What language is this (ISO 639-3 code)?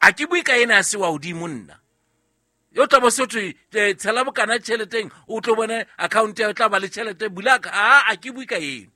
sot